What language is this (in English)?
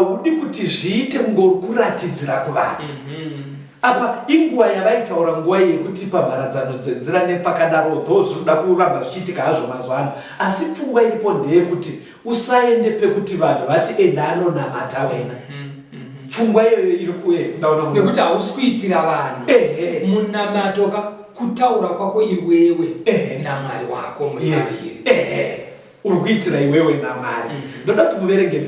Shona